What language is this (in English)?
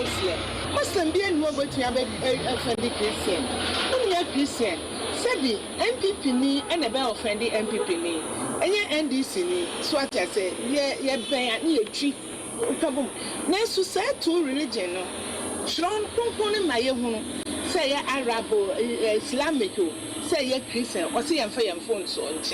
Akan